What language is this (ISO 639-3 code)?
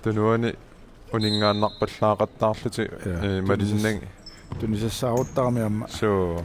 kal